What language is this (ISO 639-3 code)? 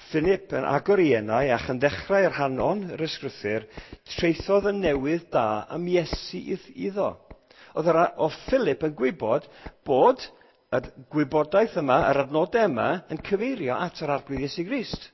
cym